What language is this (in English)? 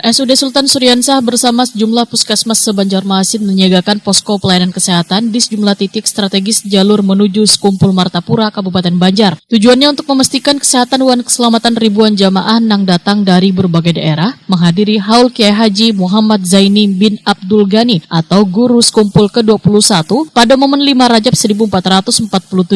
Banjar